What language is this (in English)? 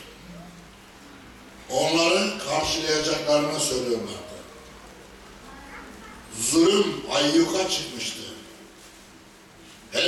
Turkish